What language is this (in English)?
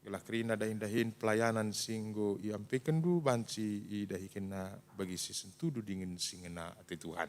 Batak Karo